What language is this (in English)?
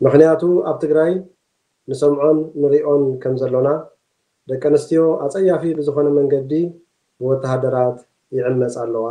Tigrinya